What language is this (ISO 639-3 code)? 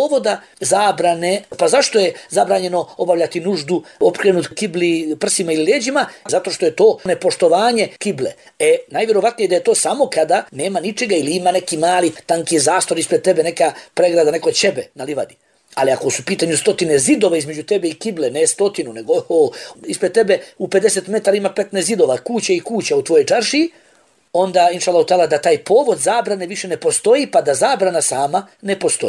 bos